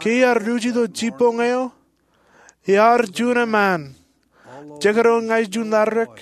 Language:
Marshallese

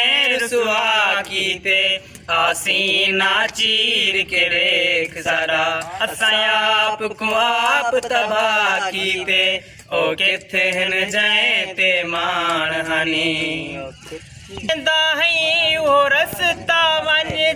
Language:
Saraiki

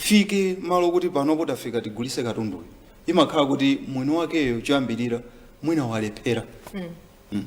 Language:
Nyanja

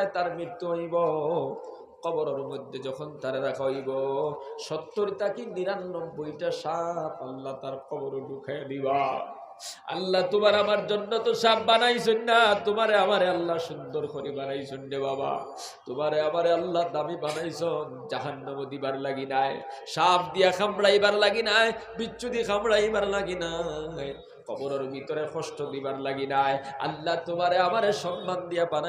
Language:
Sylheti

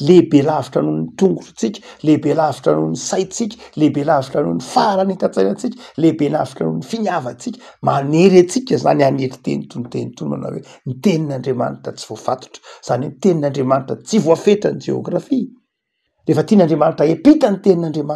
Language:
Malagasy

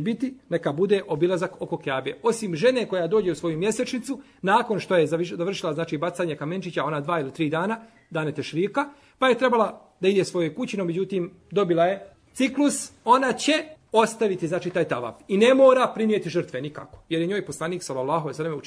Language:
Bosnian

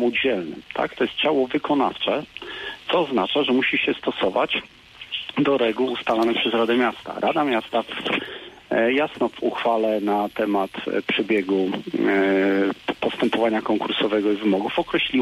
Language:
Polish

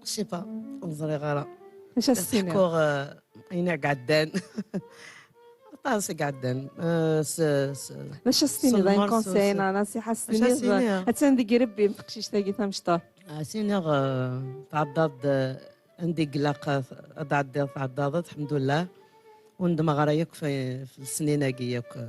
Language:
Kabyle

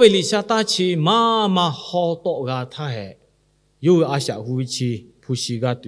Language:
Lahu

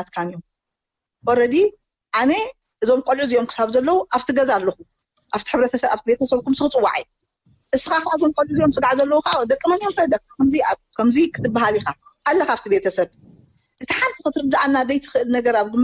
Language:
Tigrinya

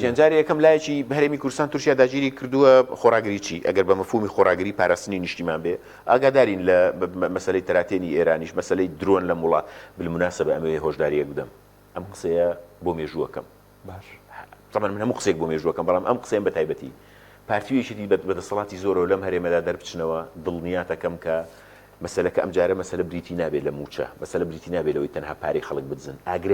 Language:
Central Kurdish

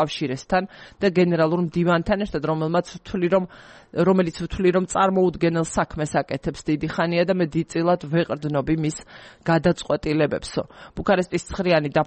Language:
Georgian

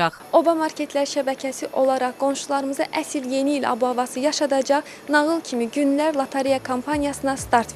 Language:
Azerbaijani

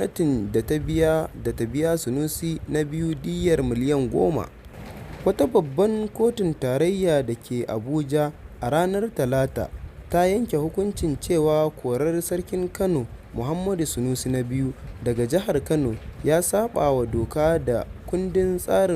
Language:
Hausa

